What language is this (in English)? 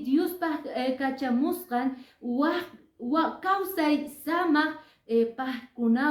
Quechua